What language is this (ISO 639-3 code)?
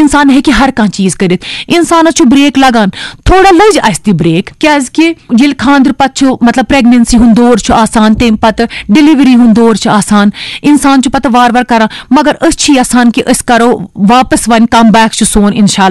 kas